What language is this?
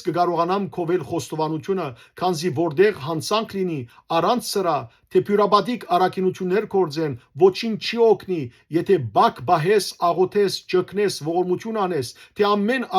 Western Armenian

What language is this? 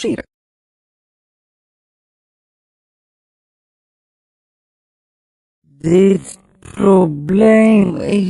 Dutch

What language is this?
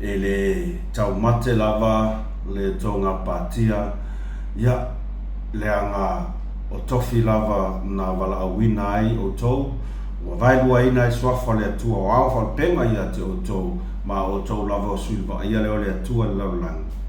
Samoan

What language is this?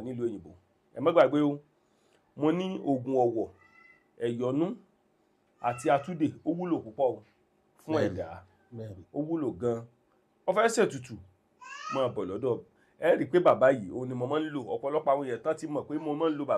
Yoruba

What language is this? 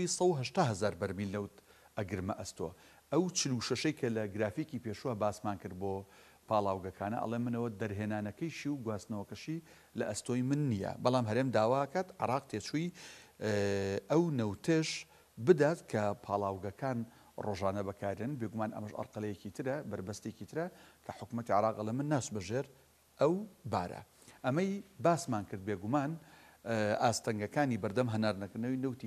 Central Kurdish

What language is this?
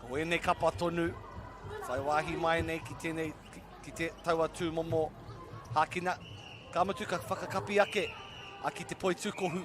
Māori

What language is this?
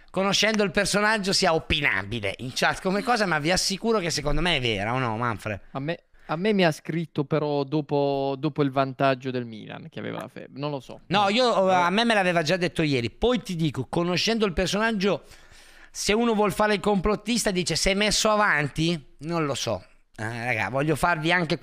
Italian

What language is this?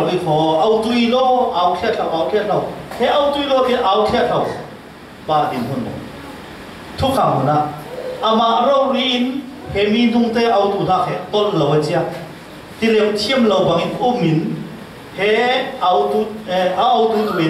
Falam Chin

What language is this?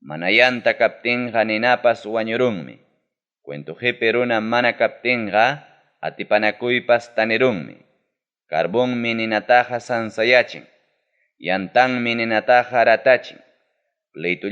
Ayacucho Quechua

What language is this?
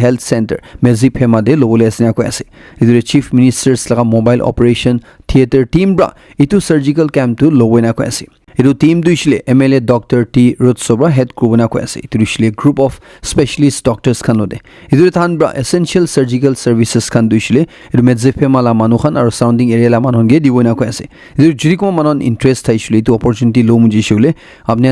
Naga Pidgin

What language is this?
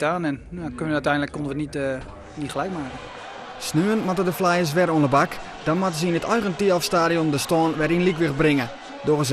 Western Frisian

